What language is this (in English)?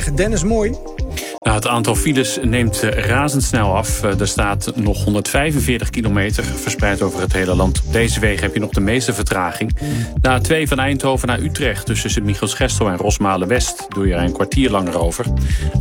Dutch